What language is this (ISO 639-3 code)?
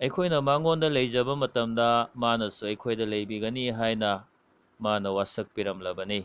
mni